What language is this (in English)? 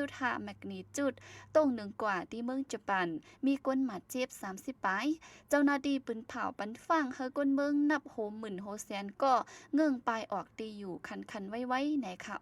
Shan